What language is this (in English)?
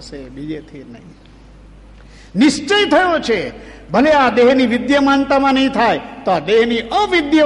Gujarati